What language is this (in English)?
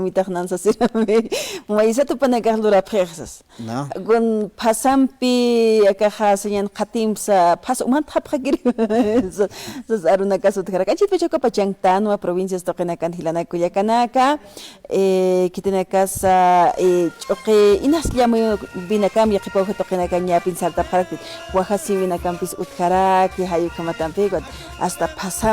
Aymara